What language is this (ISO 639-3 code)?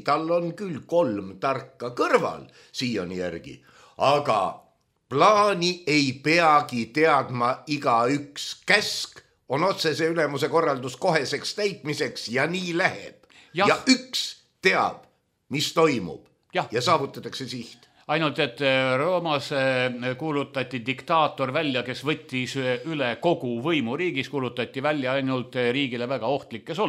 est